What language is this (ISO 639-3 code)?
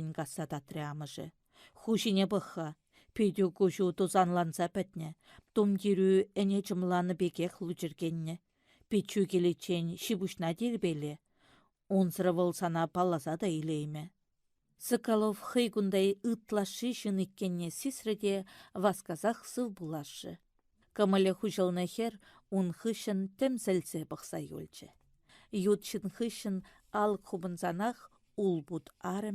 chv